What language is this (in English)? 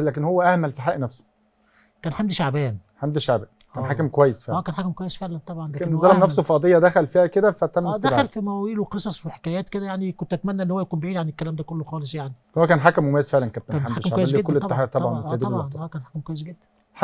Egyptian Arabic